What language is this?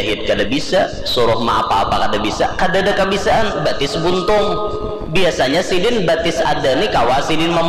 Banjar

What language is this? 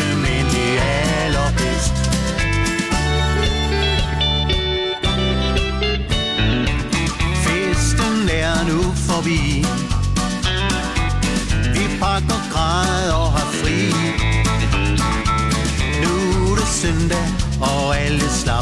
Danish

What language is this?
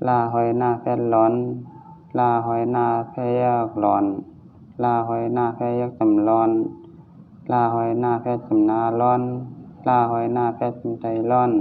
Shan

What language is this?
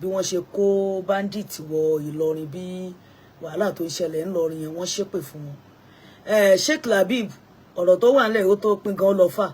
Yoruba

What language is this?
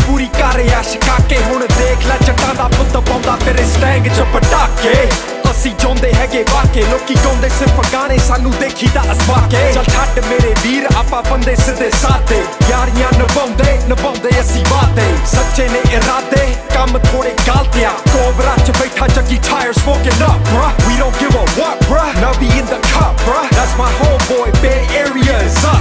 Punjabi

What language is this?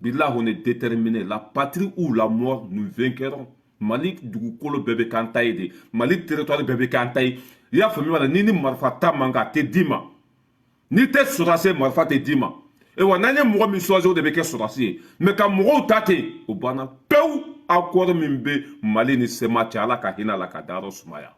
Bambara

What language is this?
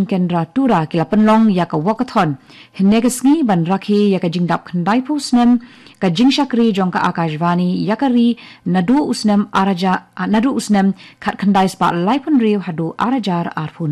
Khasi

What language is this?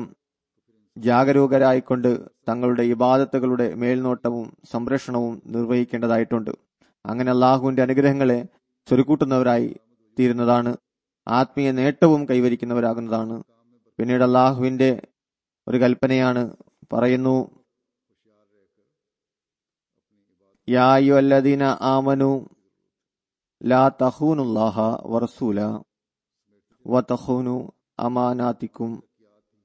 Malayalam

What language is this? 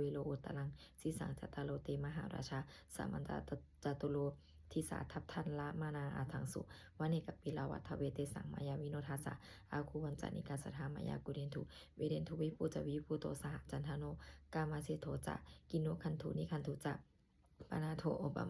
Pali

